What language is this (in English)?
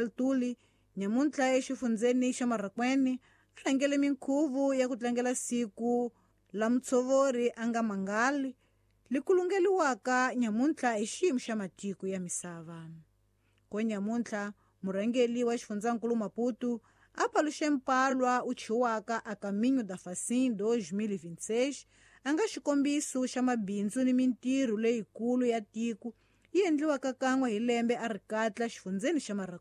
Tsonga